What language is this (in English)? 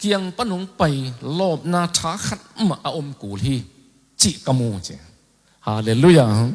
Tedim Chin